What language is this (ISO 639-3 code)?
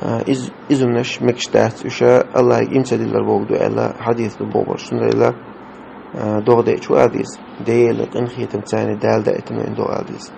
che